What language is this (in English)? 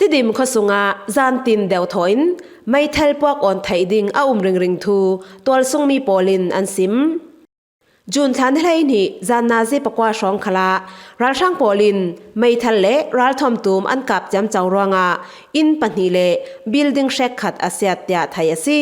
Falam Chin